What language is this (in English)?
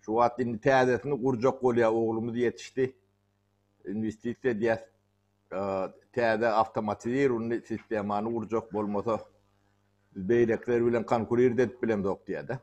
Turkmen